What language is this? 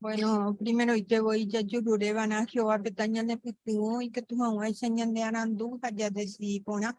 Guarani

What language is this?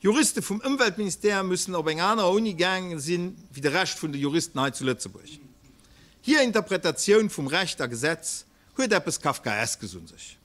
Luxembourgish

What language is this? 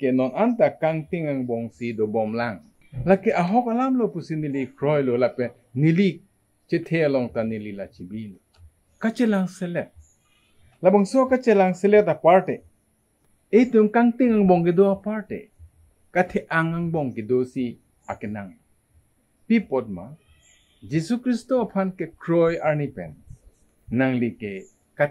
Karbi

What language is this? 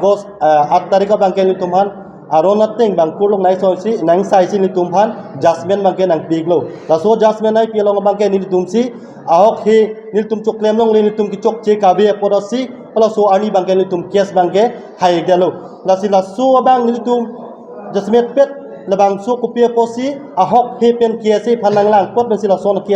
Karbi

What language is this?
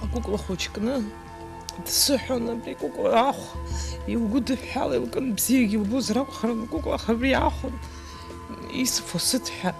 Abkhazian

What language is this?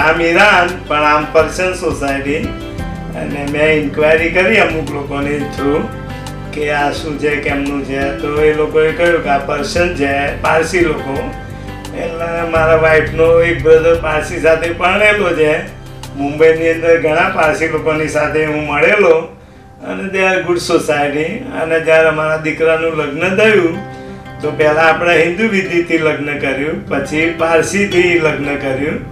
Gujarati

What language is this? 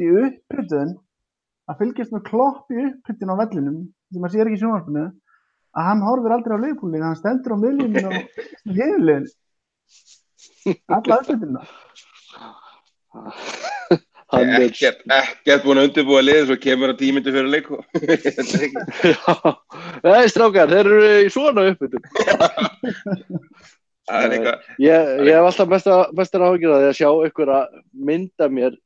Icelandic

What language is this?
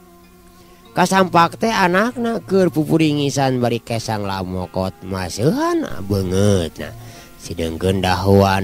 Sundanese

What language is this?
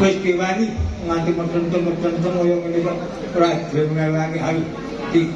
Javanese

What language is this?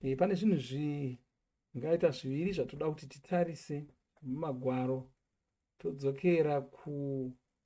Shona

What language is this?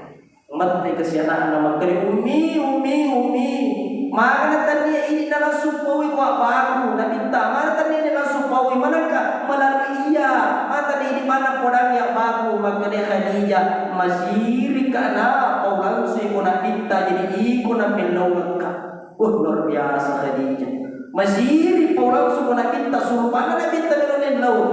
Buginese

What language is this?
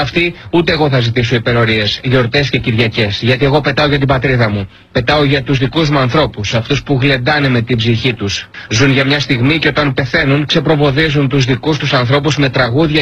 Greek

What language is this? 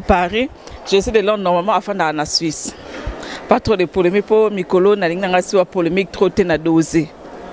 Lingala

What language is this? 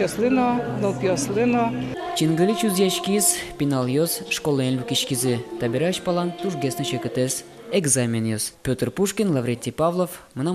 Udmurt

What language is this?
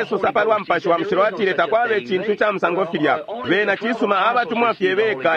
Bemba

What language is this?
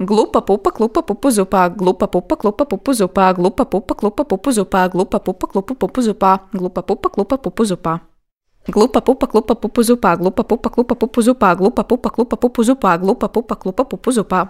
Latvian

